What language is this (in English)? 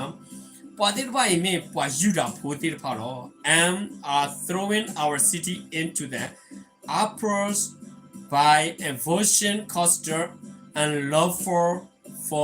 S'gaw Karen